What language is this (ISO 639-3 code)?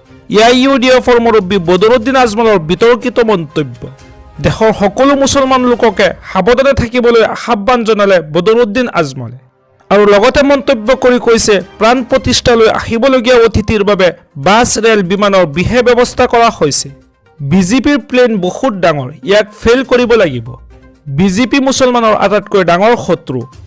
asm